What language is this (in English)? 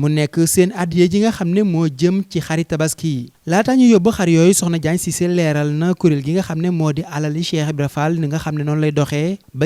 Wolof